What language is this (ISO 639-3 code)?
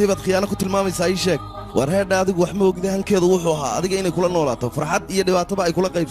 som